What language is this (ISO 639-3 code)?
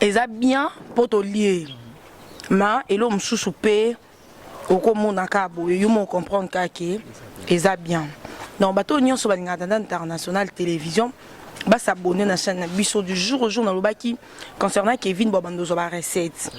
lin